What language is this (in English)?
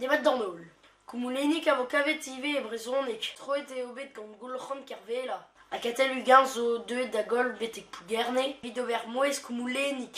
Breton